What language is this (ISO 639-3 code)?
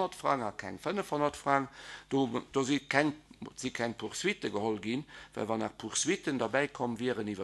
ltz